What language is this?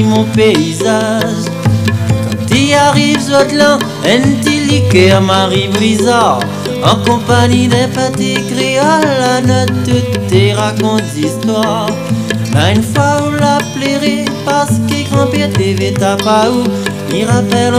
Réunion Creole French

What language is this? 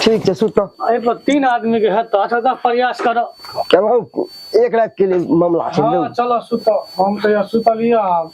Maithili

